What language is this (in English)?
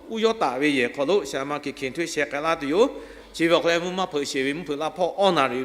Lahu